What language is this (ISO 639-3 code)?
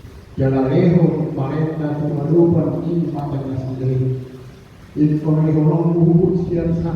bbc